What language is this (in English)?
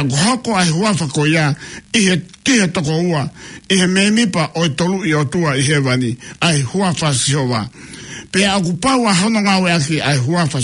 Tongan